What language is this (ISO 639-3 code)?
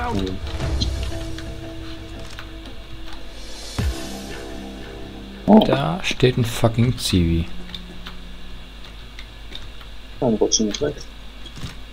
deu